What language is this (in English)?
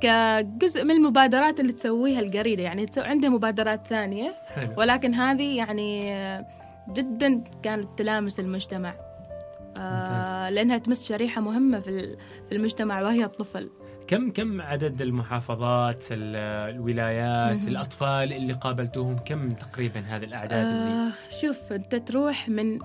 Gulf Arabic